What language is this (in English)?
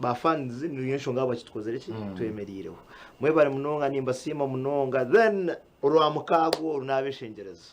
Nyankole